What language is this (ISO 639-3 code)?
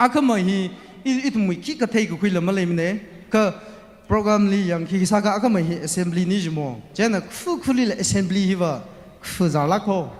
nmf